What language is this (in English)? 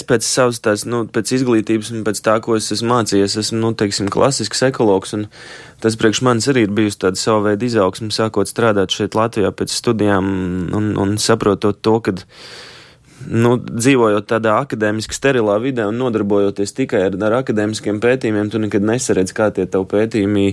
Latvian